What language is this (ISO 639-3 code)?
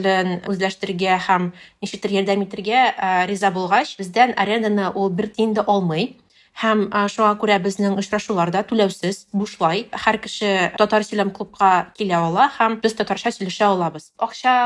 tat